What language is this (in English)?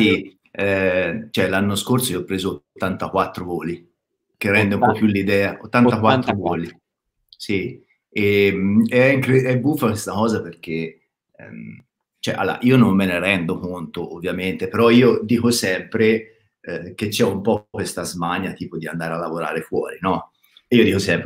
Italian